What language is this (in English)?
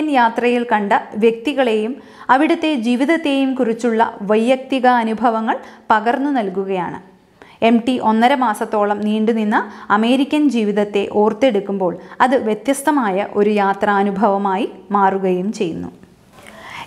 Malayalam